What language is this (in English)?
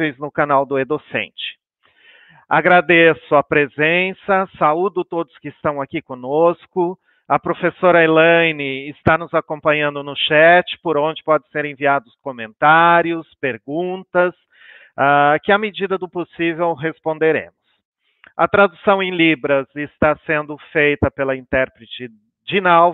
Portuguese